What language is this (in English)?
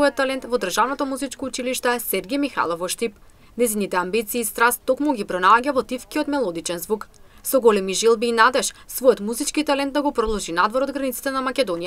Macedonian